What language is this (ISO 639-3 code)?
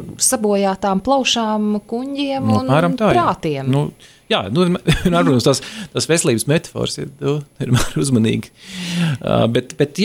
lav